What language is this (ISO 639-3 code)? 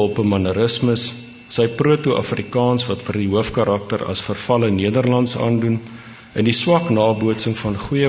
afr